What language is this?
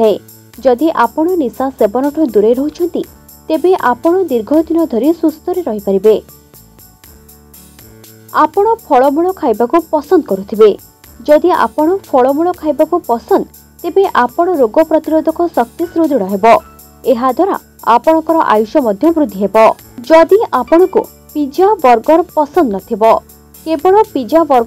Odia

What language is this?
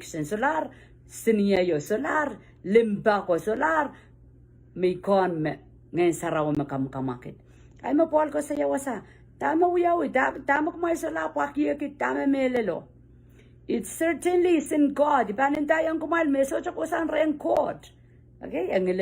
Pohnpeian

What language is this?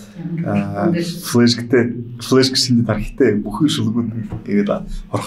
Buriat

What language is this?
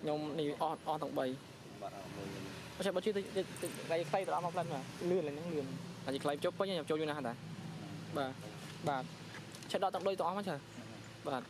Khmer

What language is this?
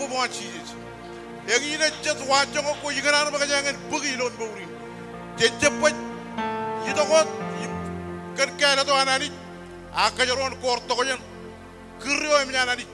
Marshallese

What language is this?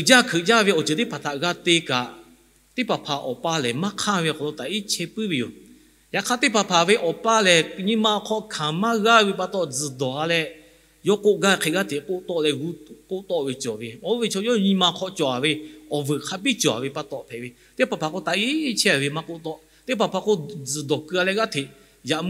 Lahu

